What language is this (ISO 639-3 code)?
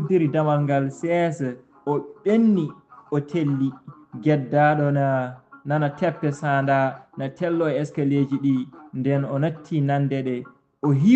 ful